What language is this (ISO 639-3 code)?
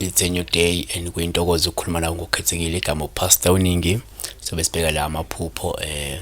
zul